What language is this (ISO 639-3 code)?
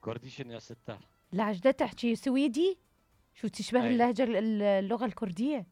acm